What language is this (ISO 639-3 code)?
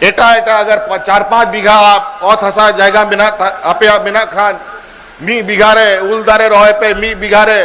sat